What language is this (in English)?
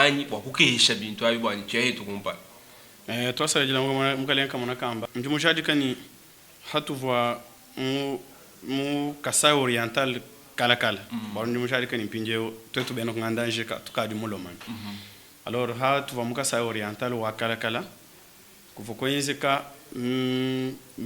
Luba-Lulua